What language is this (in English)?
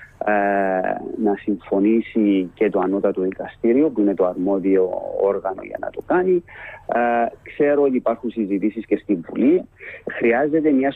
Greek